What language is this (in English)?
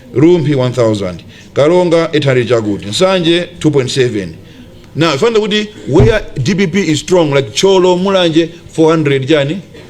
Nyanja